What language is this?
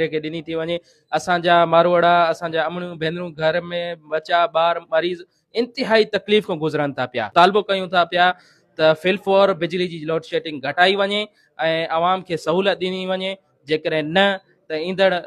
Sindhi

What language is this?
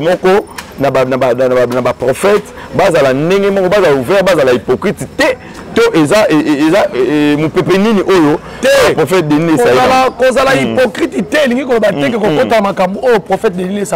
Lingala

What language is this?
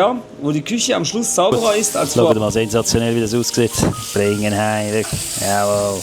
Swiss German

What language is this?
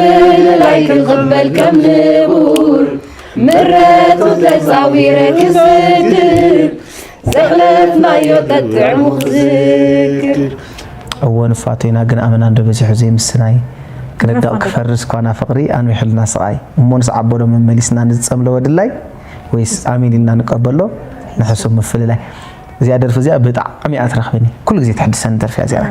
Tigrinya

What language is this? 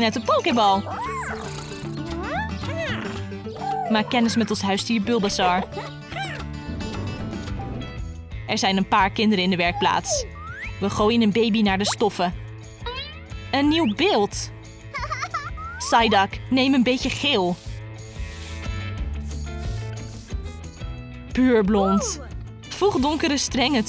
Dutch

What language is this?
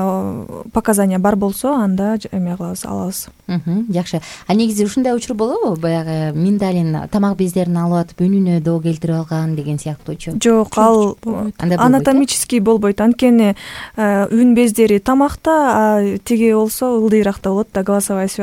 Kyrgyz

